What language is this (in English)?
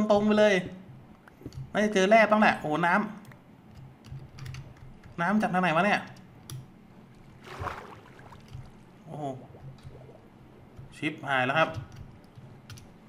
Thai